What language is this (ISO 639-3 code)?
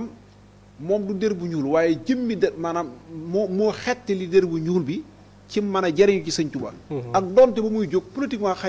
wol